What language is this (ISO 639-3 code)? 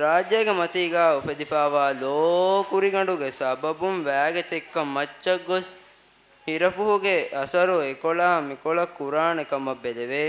div